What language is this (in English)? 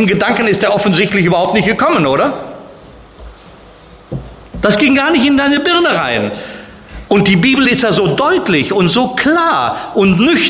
German